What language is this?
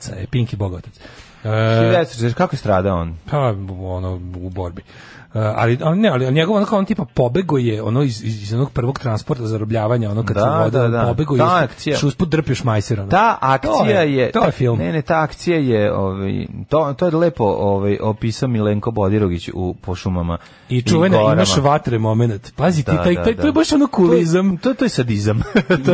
Serbian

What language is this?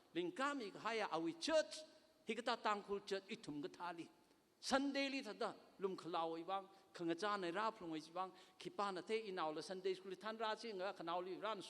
Tangkhul Naga (India)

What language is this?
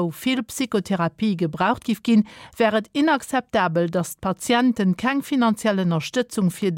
Luxembourgish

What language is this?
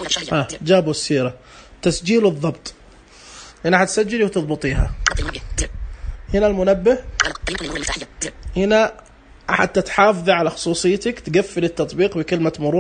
Najdi Arabic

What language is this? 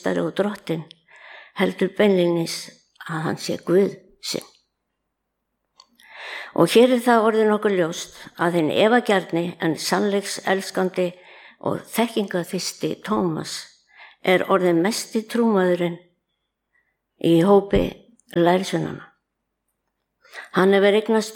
Icelandic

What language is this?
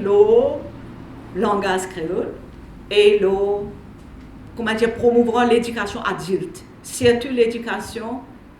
Morisyen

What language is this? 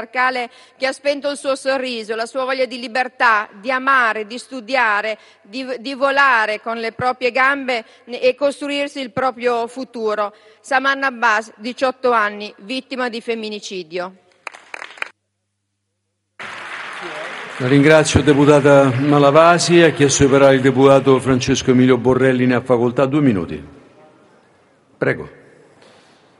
Italian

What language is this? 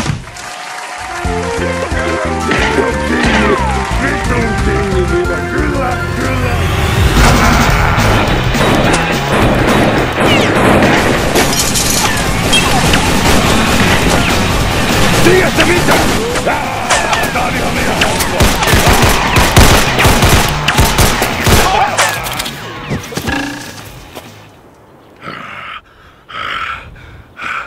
Finnish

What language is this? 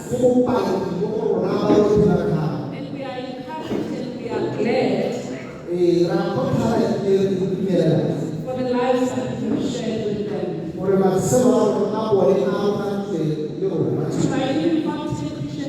Tswana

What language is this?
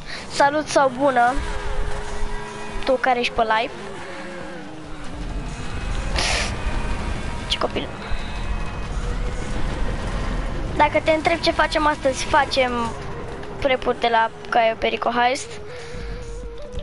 Romanian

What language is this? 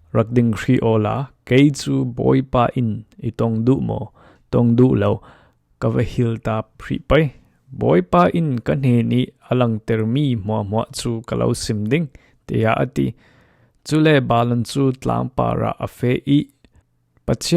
Falam Chin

